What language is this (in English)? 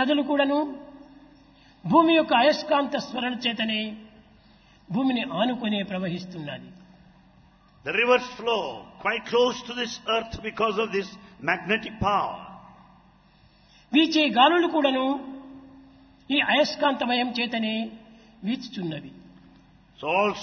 Telugu